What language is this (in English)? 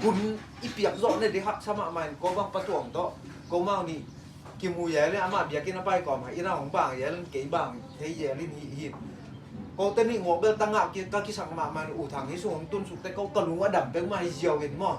Tedim Chin